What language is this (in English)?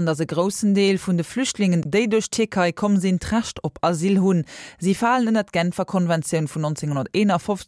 Luxembourgish